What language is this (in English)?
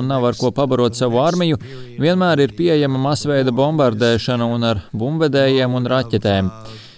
Latvian